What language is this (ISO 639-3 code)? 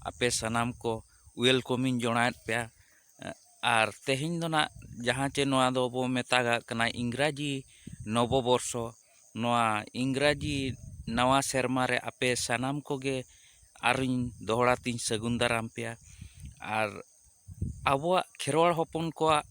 sat